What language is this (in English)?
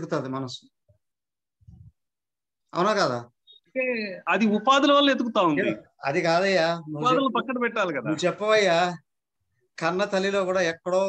Telugu